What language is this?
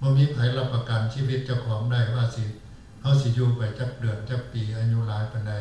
Northeastern Thai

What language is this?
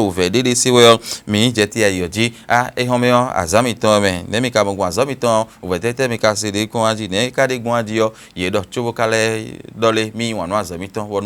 Fon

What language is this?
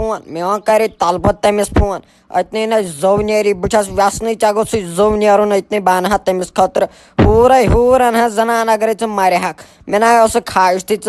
Kashmiri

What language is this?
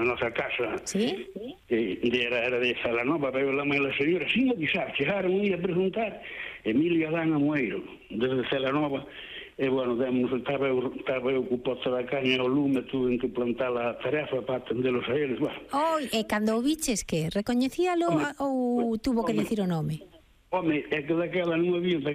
Galician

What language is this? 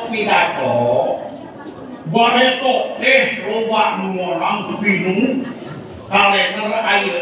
Sundanese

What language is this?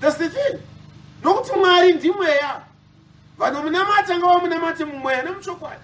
Shona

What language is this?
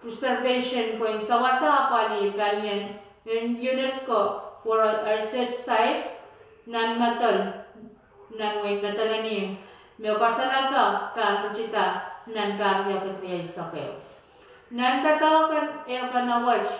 Pohnpeian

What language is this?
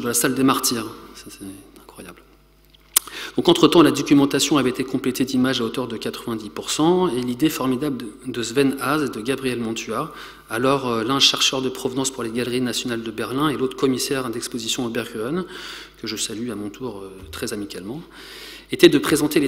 French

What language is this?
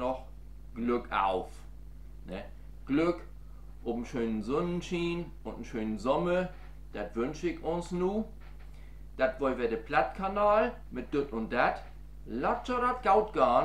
Low German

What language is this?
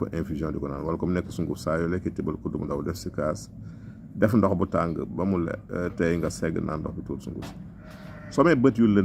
Wolof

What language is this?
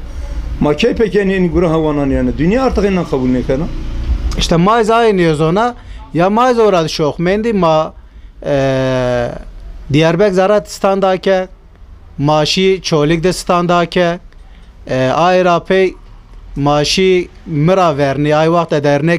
Zaza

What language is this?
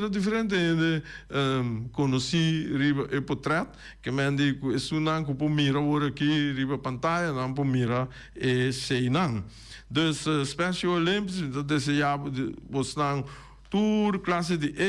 Papiamento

